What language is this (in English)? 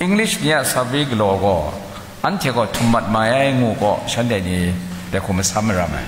Kachin